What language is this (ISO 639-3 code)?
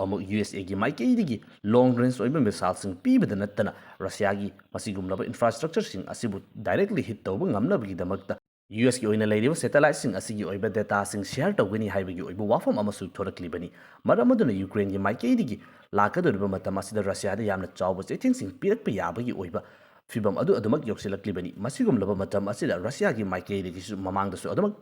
mni